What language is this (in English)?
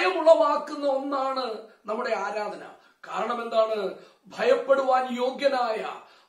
Malayalam